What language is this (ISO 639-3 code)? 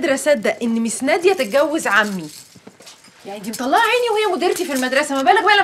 arz